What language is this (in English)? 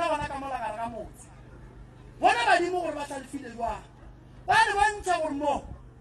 Northern Sotho